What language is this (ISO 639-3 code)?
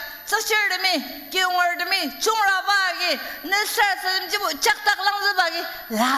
njo